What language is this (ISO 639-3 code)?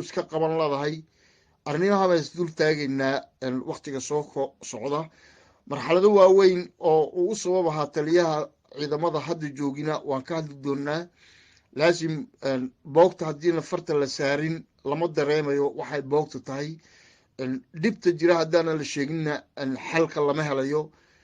som